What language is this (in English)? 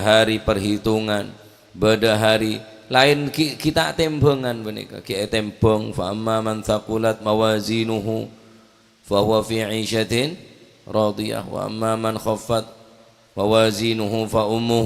Madurese